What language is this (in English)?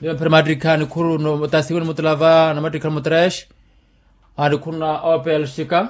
Makhuwa